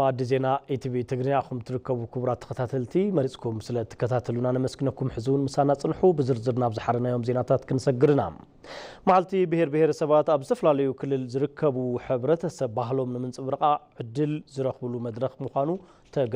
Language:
Tigrinya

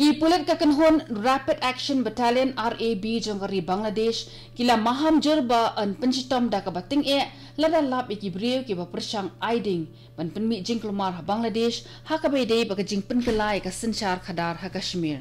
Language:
Khasi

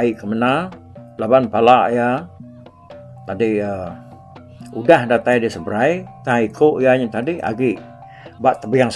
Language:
Iban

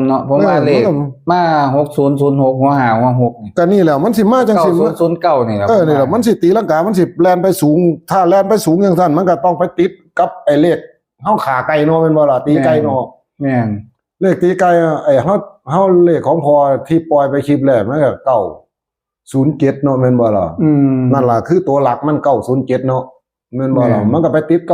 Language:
Northeastern Thai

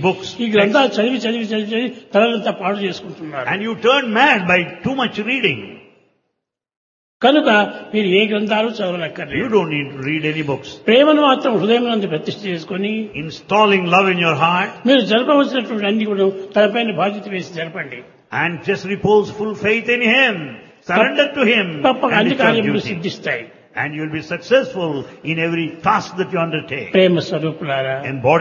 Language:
Telugu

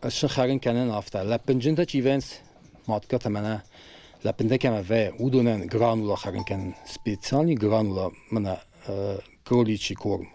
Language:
Ossetic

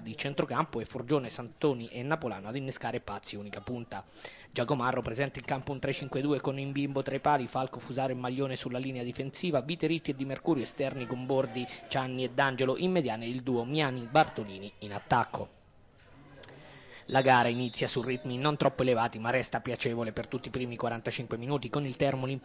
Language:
Italian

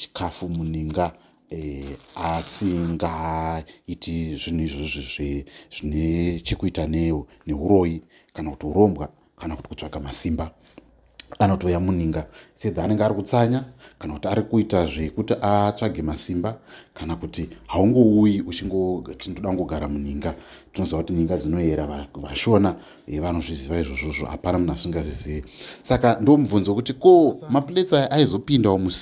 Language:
Shona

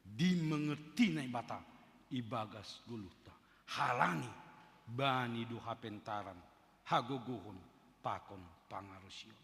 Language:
Batak Simalungun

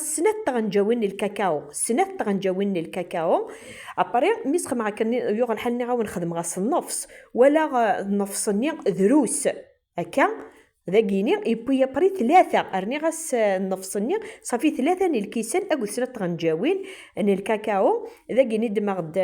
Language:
Kabyle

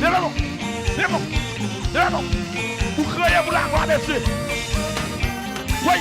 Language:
Haitian Creole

